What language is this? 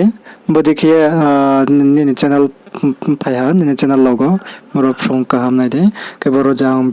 Riang (India)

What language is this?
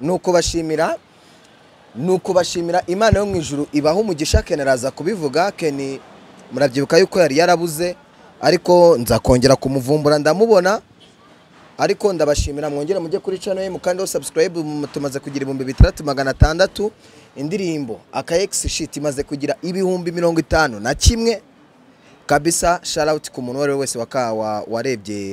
Kinyarwanda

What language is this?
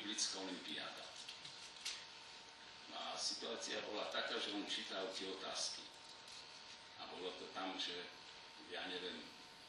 Slovak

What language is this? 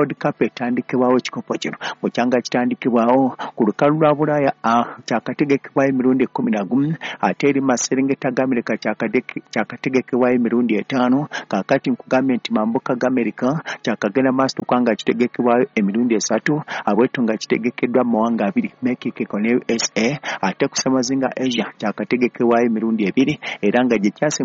Ganda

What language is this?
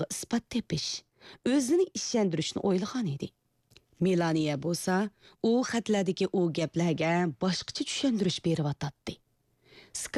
Uyghur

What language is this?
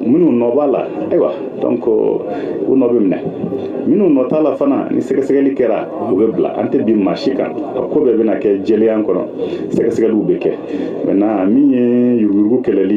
Bambara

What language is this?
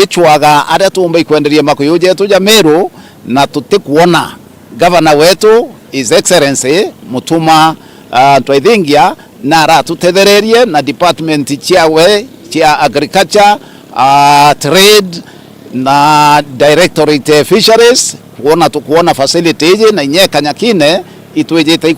Meru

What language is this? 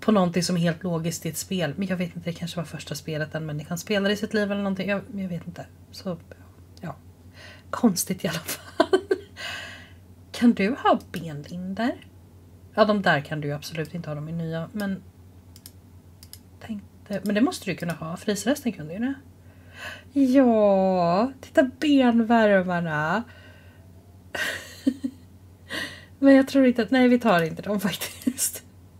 Swedish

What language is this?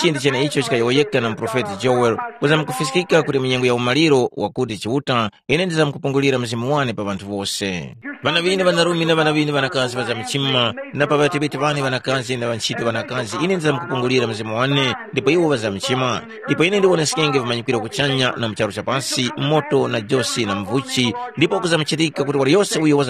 Tumbuka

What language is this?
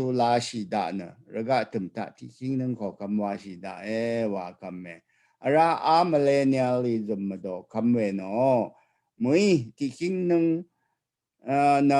Rawang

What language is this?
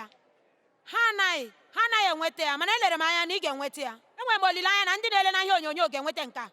Igbo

